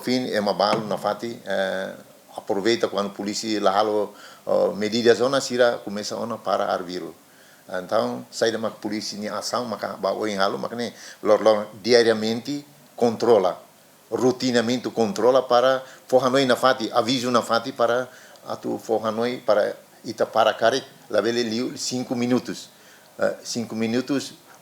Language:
Tetum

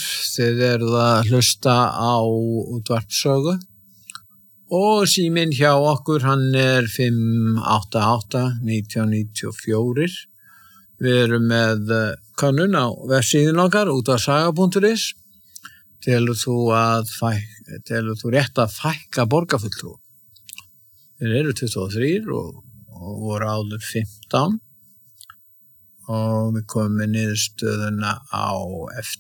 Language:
Icelandic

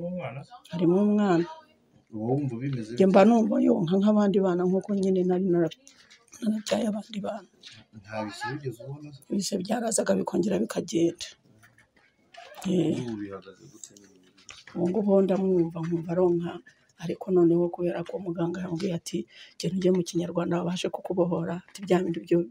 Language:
Kinyarwanda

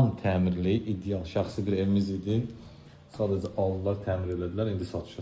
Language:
Azerbaijani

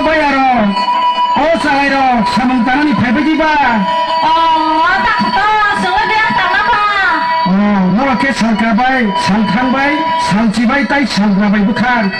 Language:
Kok Borok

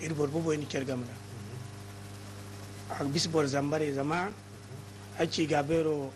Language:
Zarma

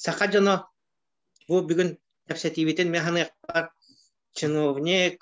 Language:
Yakut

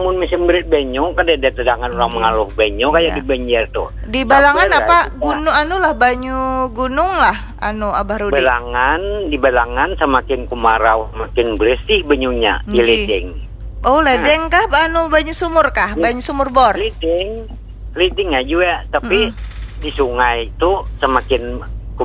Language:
Banjar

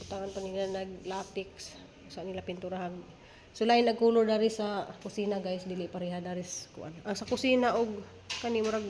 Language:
Cebuano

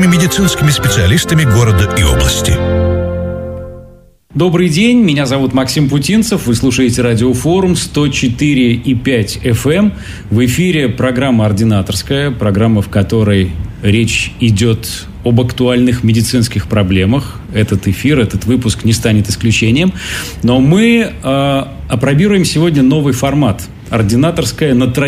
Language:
Russian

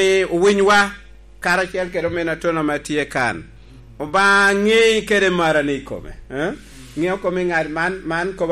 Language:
Lango (Uganda)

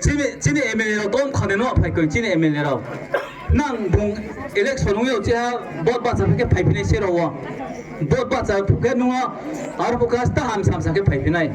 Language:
Riang (India)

